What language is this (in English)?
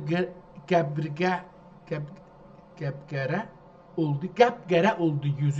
South Azerbaijani